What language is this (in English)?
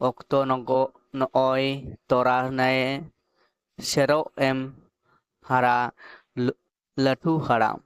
Santali